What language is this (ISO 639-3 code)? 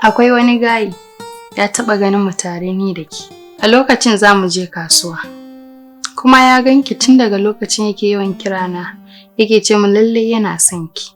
hau